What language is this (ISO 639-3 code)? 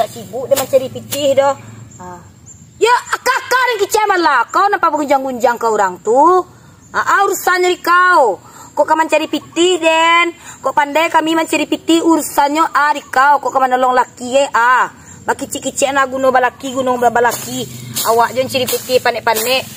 min